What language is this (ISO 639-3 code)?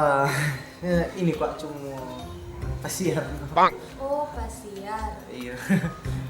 xmm